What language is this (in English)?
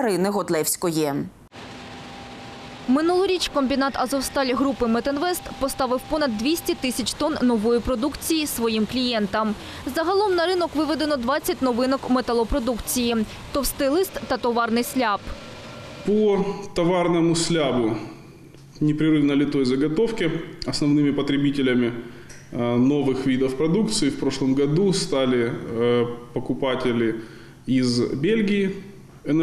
Ukrainian